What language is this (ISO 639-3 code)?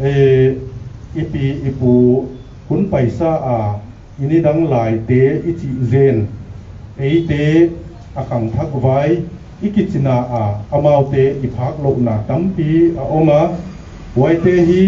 pck